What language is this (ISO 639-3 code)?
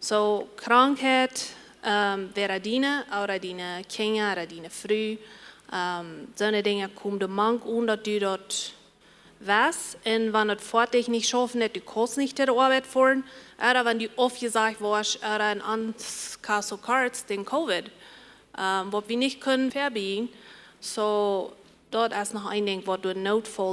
pdt